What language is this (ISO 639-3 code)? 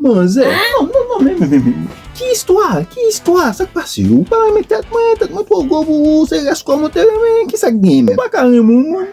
hat